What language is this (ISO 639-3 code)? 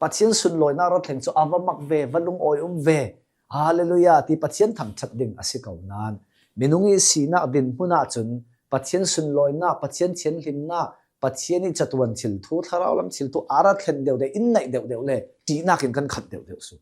cnh